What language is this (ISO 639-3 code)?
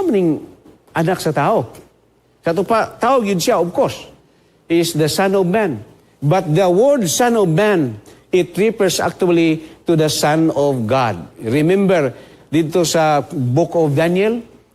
ceb